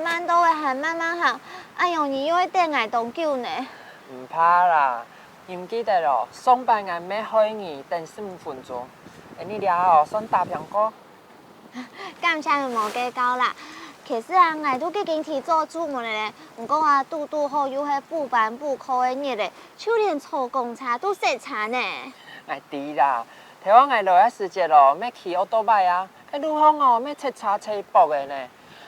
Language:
Hakka Chinese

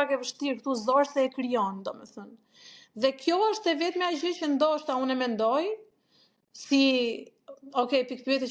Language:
Albanian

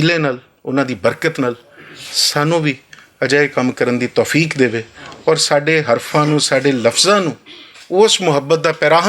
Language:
Western Panjabi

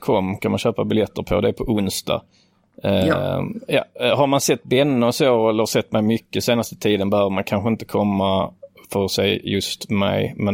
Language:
Swedish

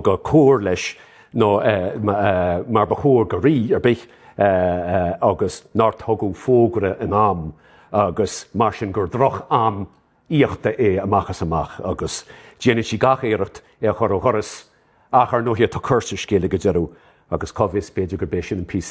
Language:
Irish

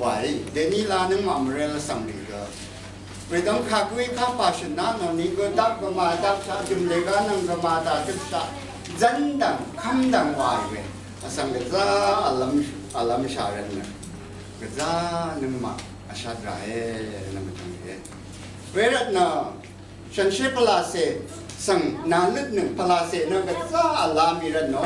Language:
Rawang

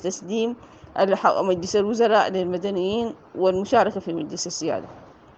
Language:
Sudanese Arabic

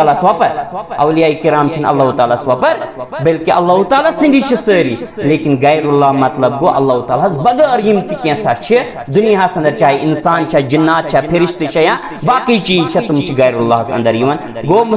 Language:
Kashmiri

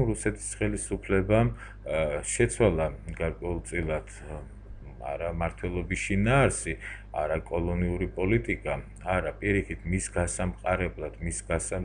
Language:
Georgian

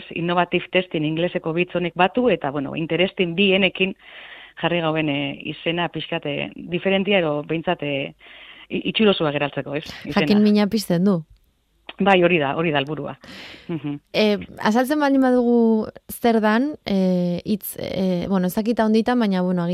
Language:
Basque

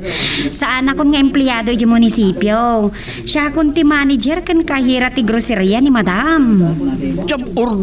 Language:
Iloko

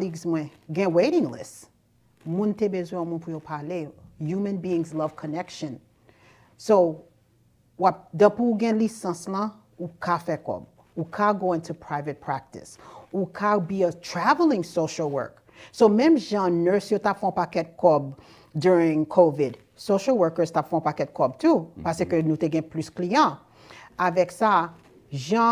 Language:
Haitian Creole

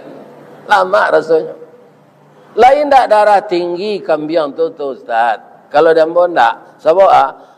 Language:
Minangkabau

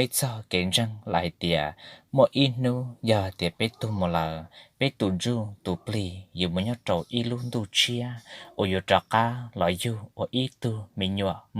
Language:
Hmong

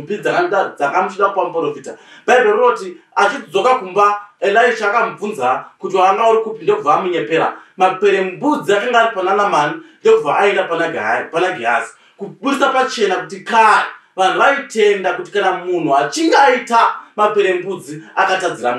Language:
Shona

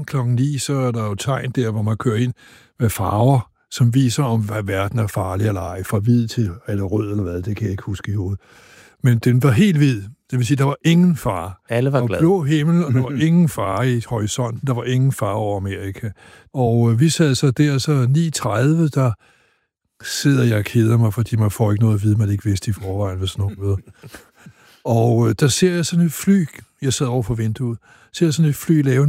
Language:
Danish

